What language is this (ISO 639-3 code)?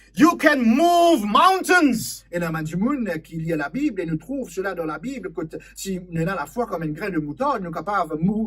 mfe